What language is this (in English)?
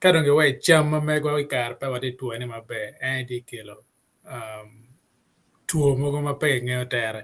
Acoli